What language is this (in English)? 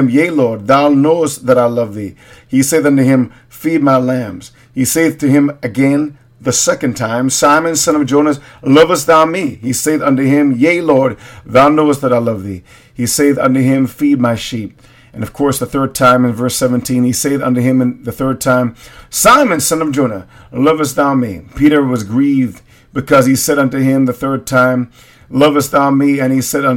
English